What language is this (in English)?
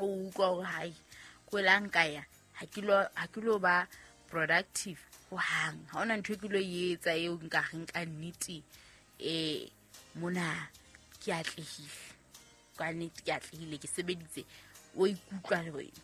Southern Sotho